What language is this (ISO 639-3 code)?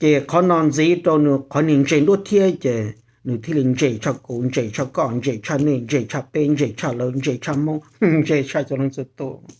hmn